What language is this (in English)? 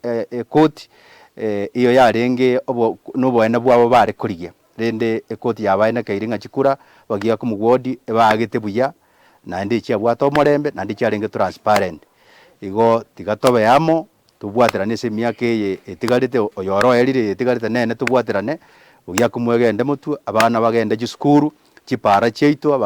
Gusii